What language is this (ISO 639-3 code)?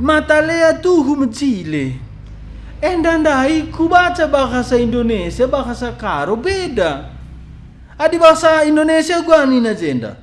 btx